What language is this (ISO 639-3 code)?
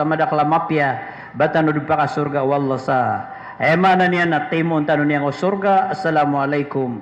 mrw